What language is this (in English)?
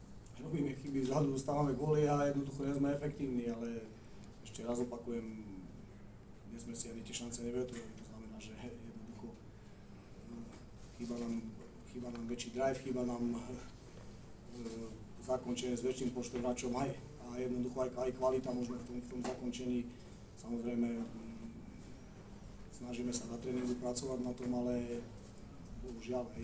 Slovak